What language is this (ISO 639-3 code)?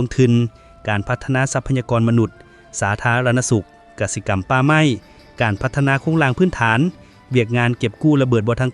lao